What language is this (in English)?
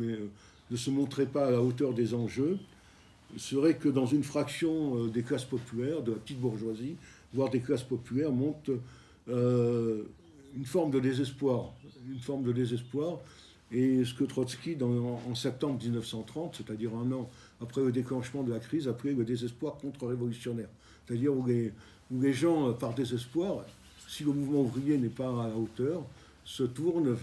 French